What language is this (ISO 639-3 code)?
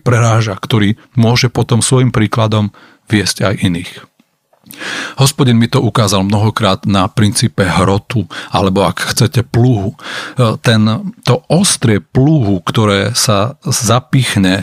slk